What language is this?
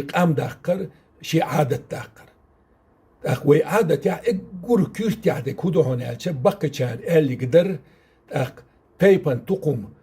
Chechen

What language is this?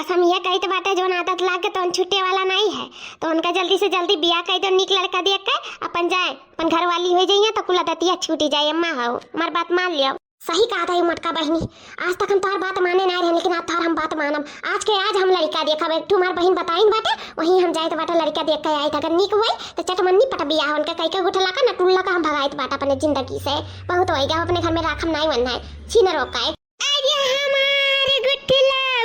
Awadhi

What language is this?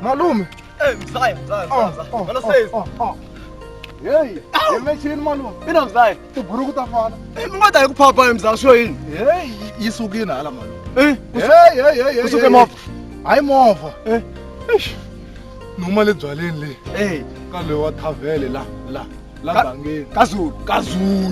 Tsonga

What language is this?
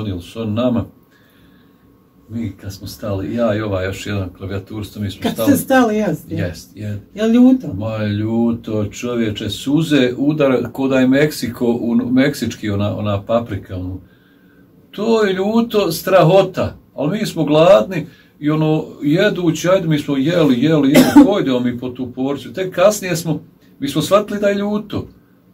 Croatian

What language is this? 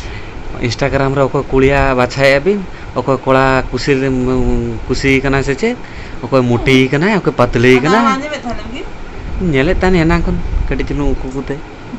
Santali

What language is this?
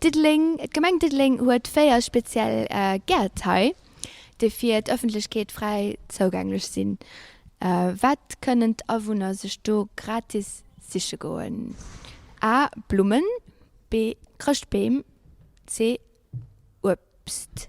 Luxembourgish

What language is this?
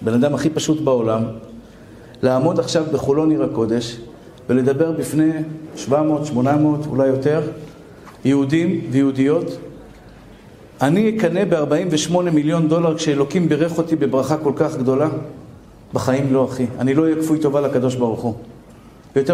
Hebrew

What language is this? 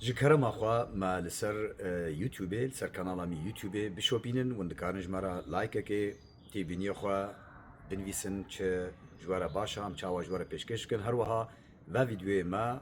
Kurdish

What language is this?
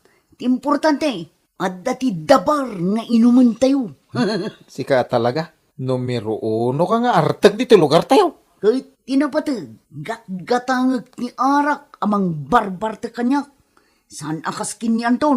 Iloko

